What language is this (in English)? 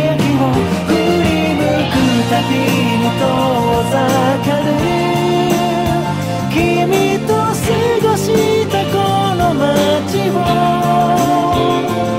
Japanese